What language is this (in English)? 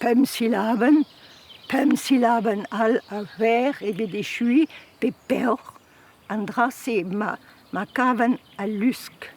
Breton